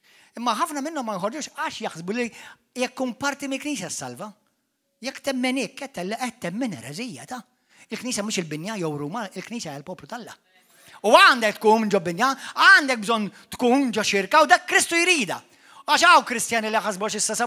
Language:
Maltese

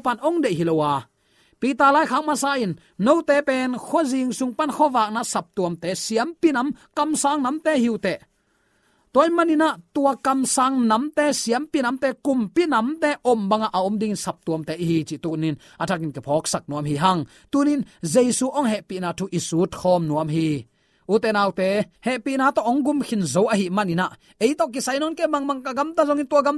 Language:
Tedim Chin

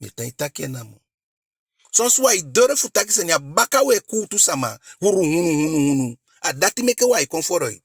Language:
Eastern Maroon Creole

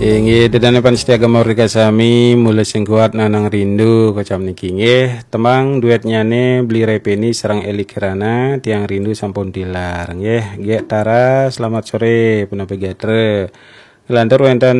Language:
Balinese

